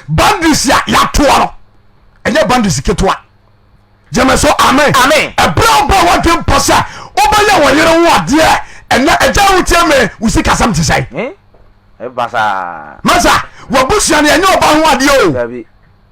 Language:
Akan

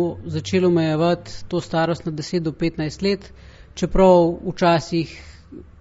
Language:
Slovenian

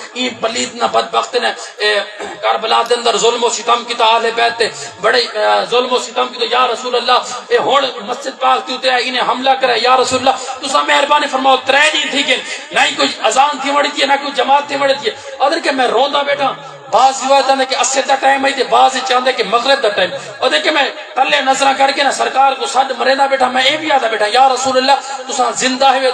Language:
Saraiki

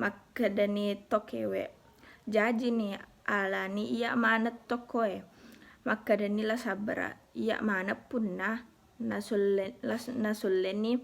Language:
Buginese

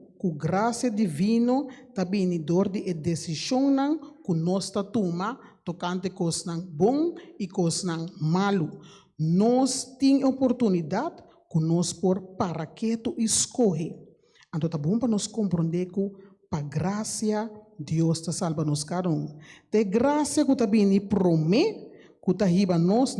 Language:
Papiamento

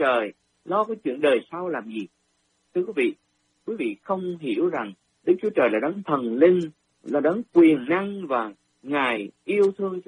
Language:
Vietnamese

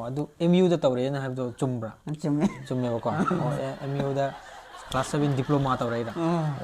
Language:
Manipuri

